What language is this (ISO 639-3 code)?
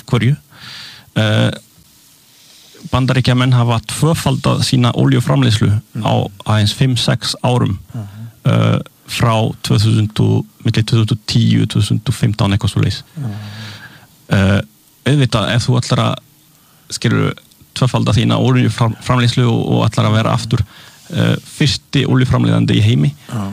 isl